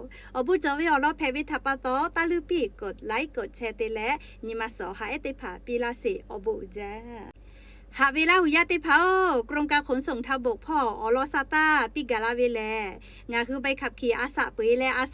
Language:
Lahu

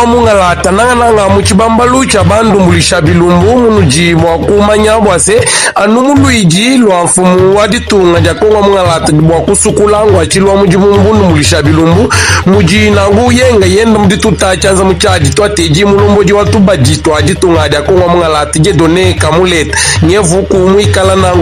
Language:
Luba-Lulua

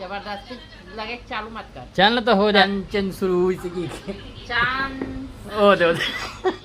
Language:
Chhattisgarhi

